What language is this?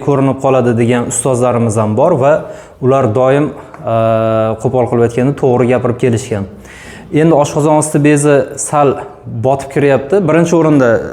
Uzbek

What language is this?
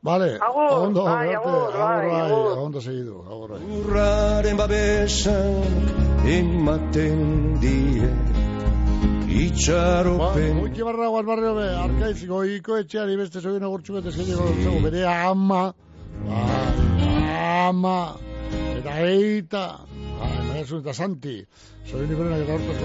Basque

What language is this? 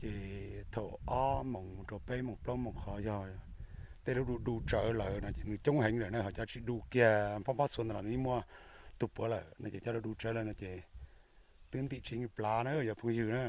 Hmong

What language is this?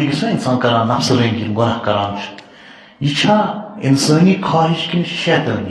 Kashmiri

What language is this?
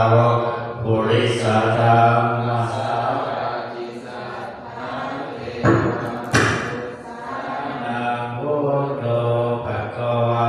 Pali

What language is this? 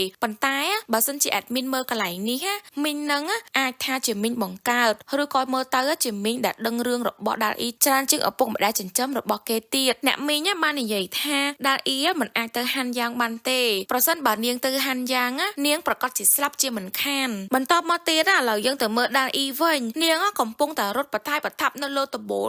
Khmer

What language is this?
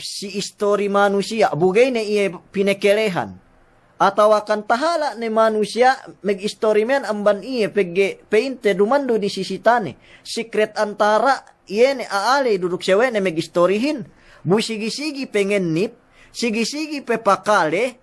Yakan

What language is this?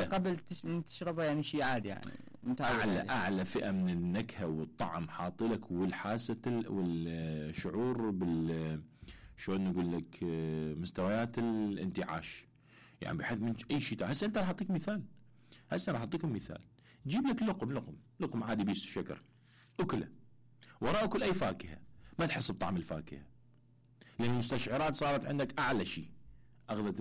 Mesopotamian Arabic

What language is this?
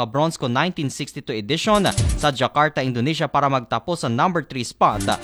Aklanon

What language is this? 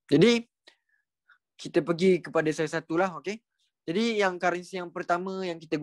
Malay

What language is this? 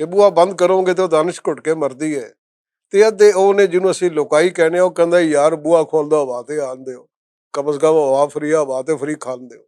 Western Panjabi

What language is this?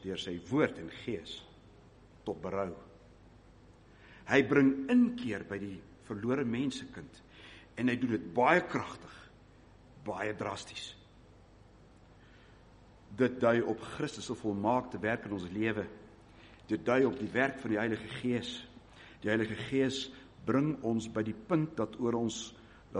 Afrikaans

